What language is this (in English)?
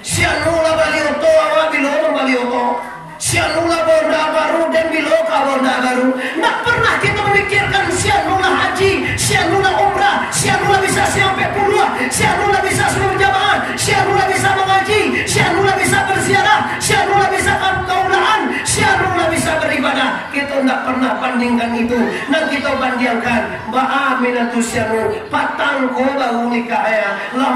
Minangkabau